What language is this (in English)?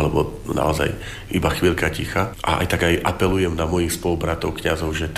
Slovak